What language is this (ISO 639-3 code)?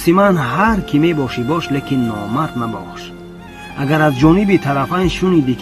tgk